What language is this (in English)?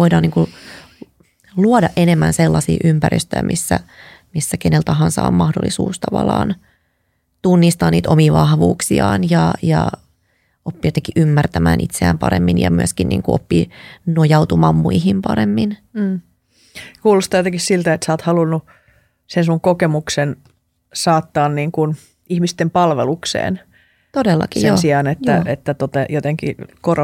Finnish